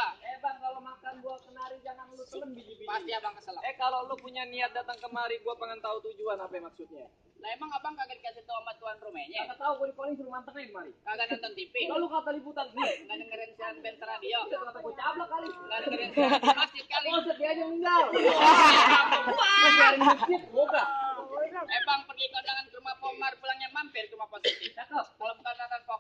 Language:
Betawi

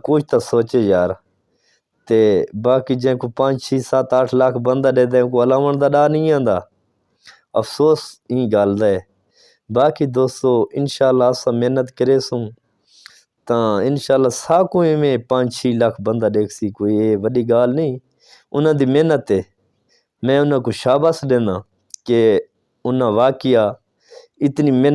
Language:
Saraiki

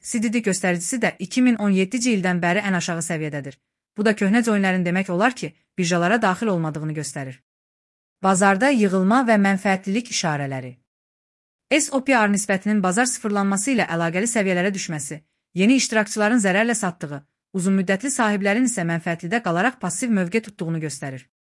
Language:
Azerbaijani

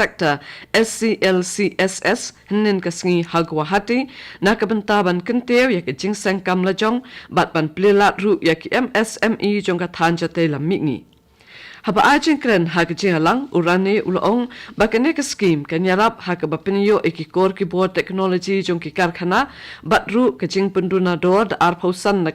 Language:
Khasi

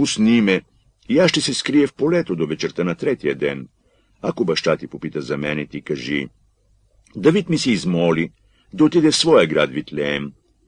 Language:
Bulgarian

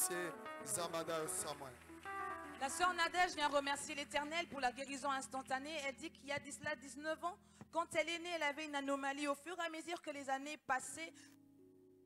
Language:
French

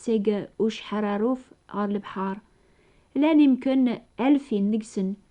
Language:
Kabyle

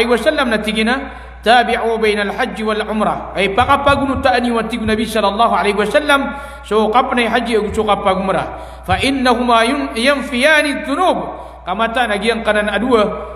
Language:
Maranao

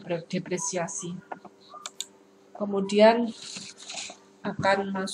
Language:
Indonesian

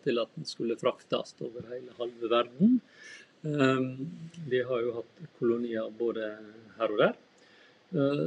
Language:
Norwegian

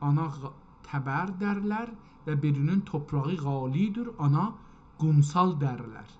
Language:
South Azerbaijani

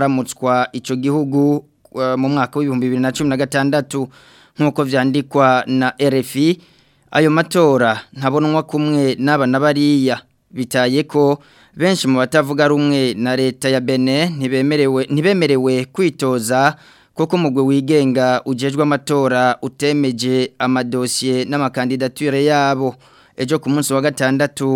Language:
Rundi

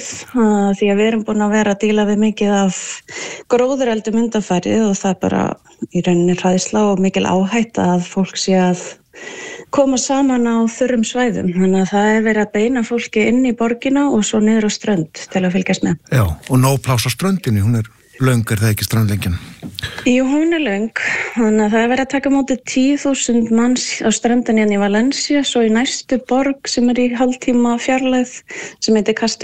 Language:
Icelandic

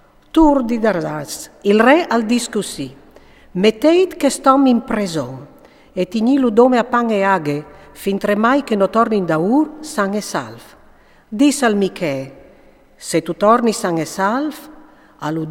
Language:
Friulian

